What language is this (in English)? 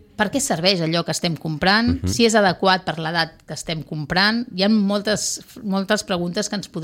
Catalan